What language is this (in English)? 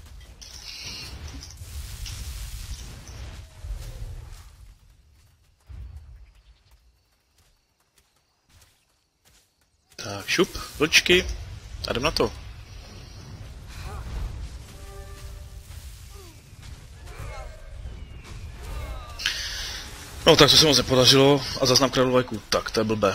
Czech